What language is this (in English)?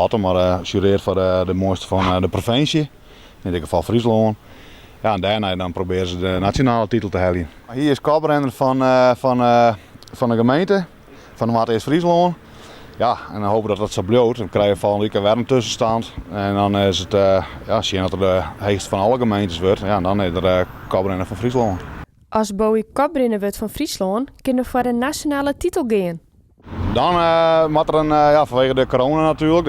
Western Frisian